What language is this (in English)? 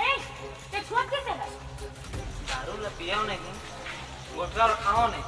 Chhattisgarhi